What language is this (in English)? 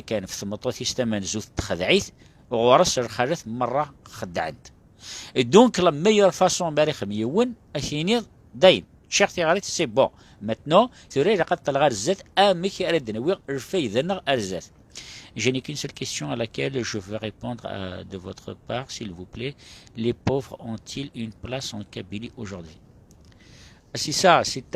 Kabyle